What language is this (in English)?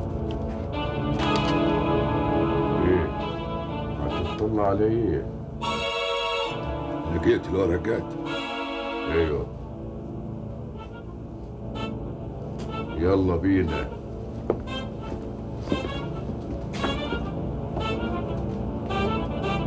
Egyptian Arabic